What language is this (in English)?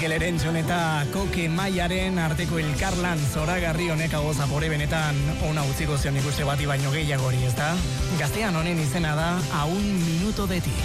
Basque